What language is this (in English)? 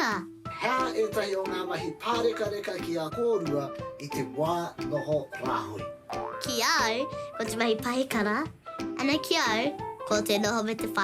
Māori